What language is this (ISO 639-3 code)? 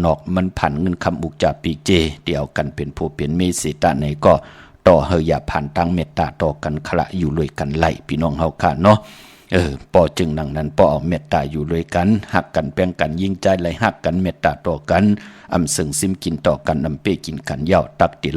shn